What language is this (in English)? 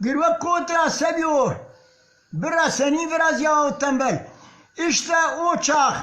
Zaza